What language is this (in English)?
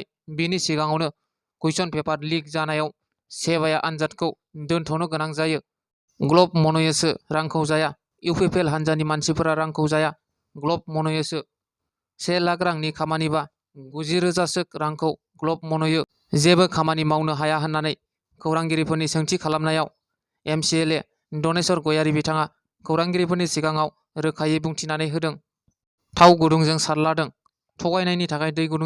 Bodo